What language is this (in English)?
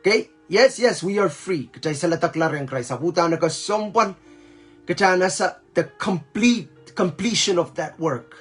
Pohnpeian